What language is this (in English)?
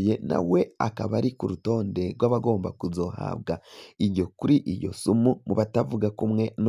Rundi